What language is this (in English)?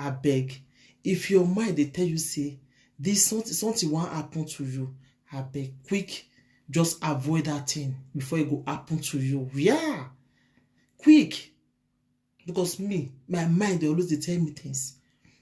Nigerian Pidgin